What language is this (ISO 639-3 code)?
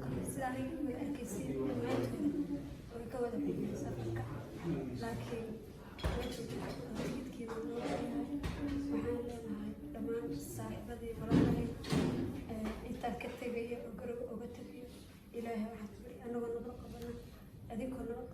som